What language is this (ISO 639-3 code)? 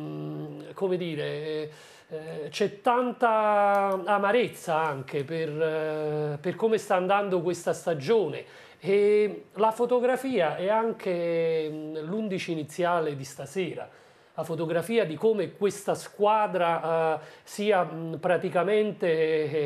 ita